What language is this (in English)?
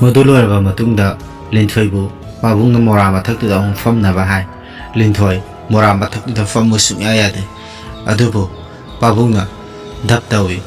Manipuri